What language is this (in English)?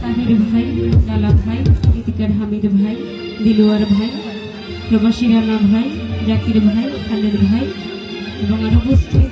Sylheti